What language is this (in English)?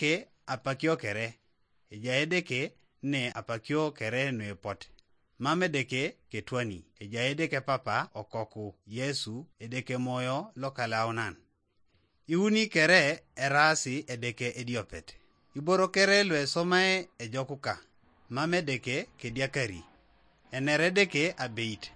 Teso